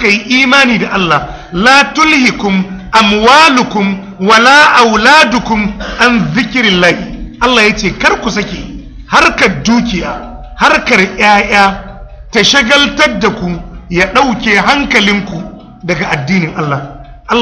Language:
Hausa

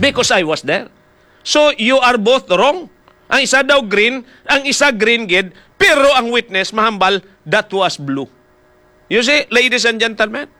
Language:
Hiligaynon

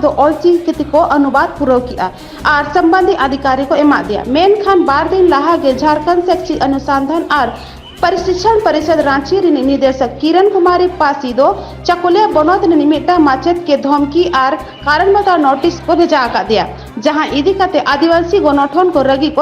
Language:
Santali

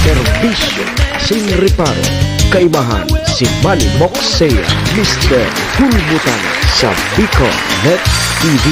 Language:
Bikol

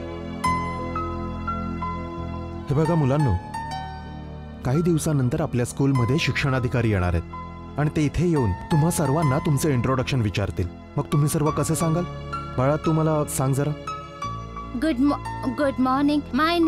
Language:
Marathi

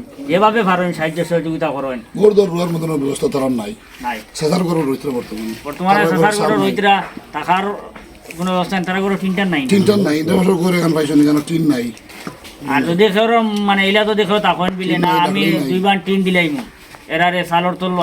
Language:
Sylheti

